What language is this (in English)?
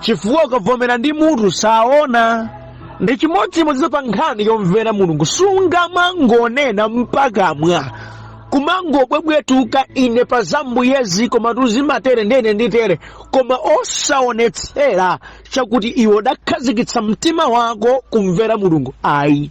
Nyanja